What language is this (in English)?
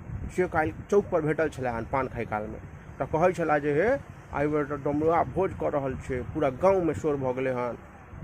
Maithili